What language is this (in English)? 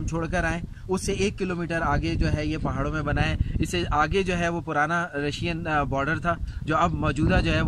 Urdu